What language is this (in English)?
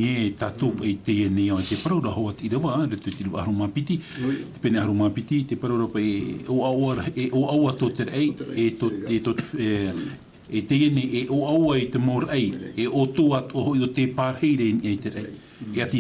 Tahitian